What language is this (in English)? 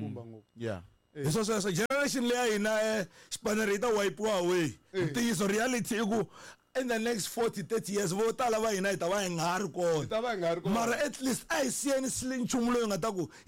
Tsonga